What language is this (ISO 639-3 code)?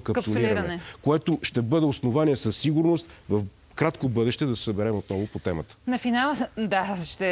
bul